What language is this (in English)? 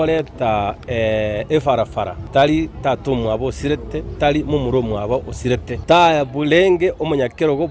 Gusii